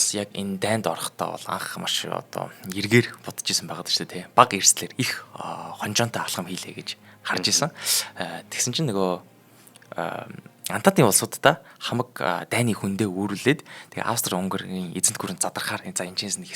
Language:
Mongolian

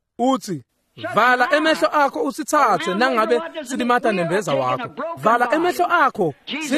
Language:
Swati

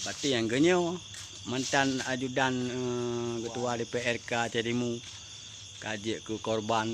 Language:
Achinese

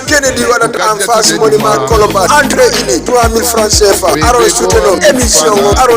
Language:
Fula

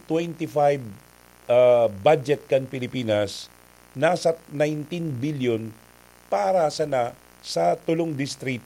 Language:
Bikol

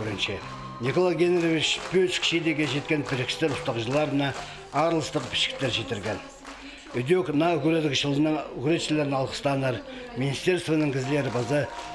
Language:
Khakas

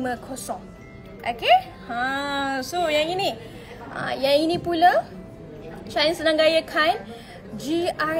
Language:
Malay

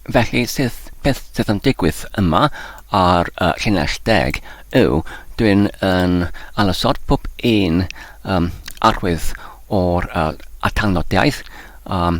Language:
Welsh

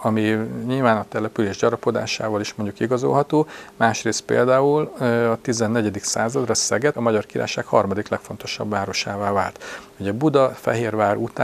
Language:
Hungarian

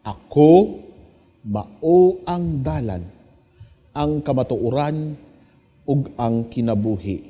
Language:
Cebuano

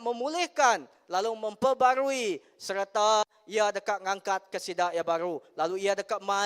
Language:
Iban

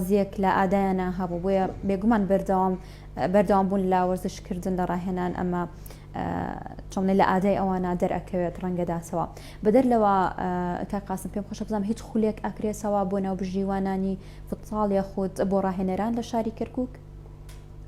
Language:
Central Kurdish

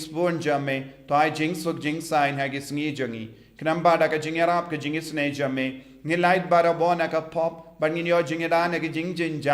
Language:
Khasi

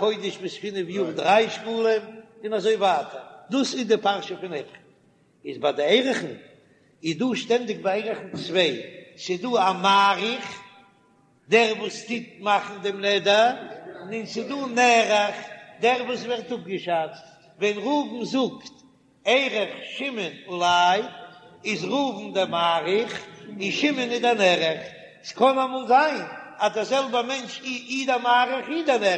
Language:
Yiddish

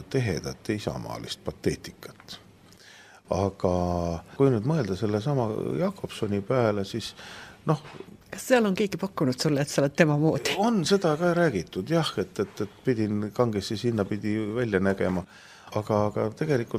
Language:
Estonian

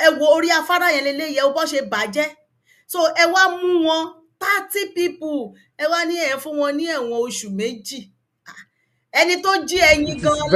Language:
Yoruba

